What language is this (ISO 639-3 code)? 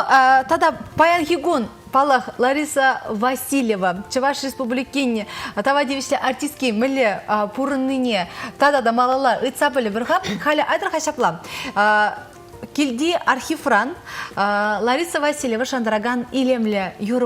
chv